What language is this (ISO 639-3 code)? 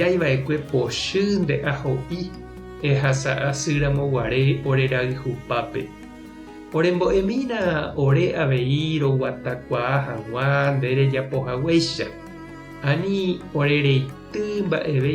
grn